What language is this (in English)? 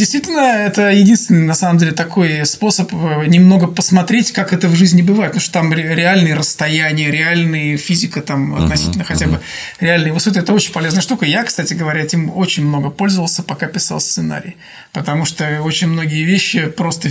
Russian